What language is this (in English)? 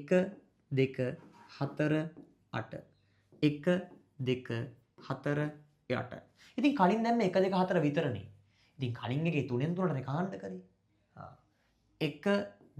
Sinhala